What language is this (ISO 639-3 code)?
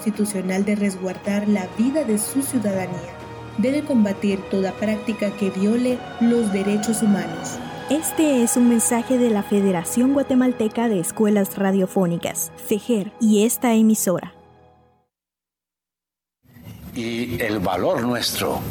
spa